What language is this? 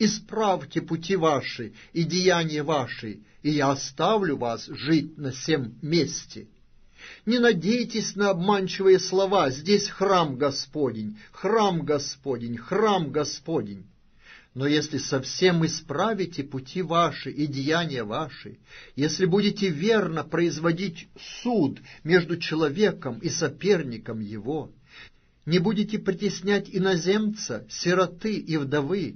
Russian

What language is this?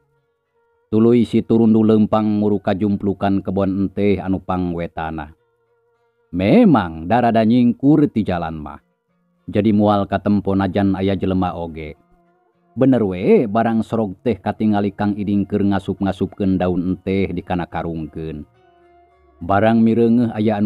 Sundanese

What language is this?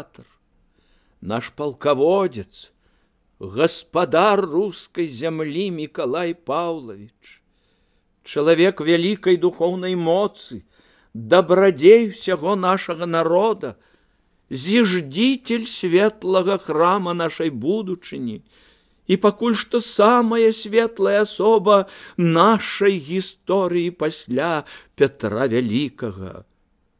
Belarusian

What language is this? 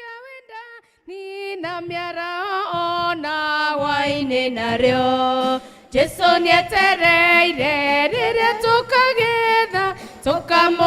Kikuyu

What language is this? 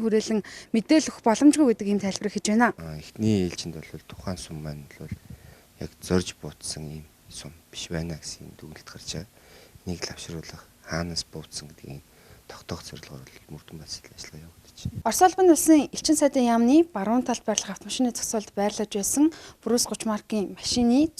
Mongolian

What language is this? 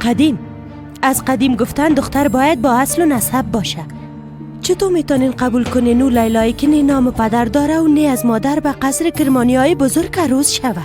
Persian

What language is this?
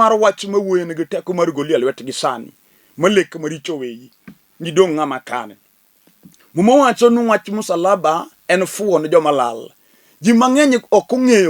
Luo (Kenya and Tanzania)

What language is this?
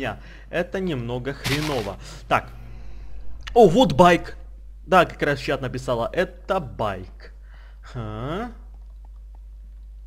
Russian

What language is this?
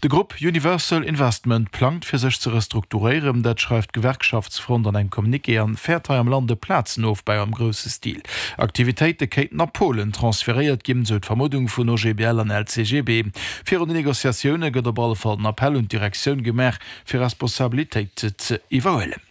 Luxembourgish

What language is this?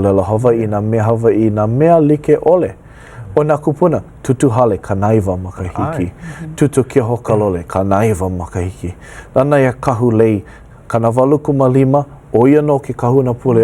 Hawaiian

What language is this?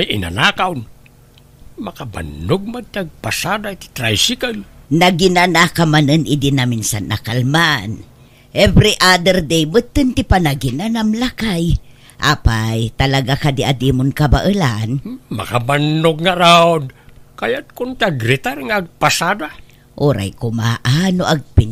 Iloko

